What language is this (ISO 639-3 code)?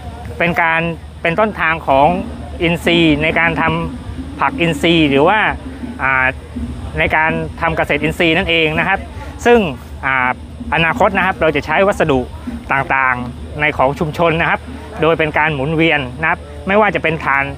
tha